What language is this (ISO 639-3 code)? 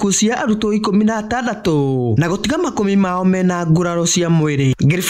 kik